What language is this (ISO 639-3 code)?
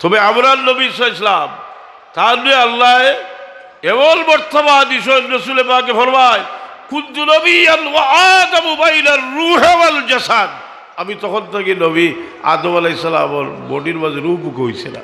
syl